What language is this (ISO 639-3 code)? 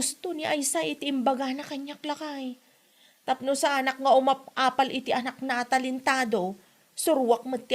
ilo